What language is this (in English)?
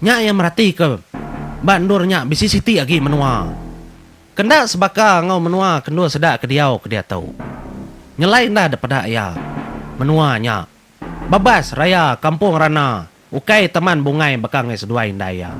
Iban